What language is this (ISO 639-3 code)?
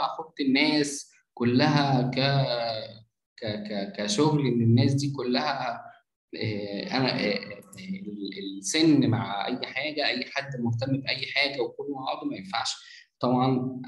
arz